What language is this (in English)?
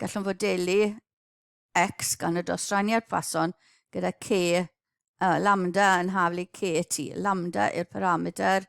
Welsh